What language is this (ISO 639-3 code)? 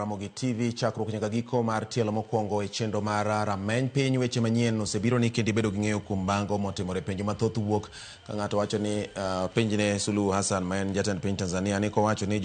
luo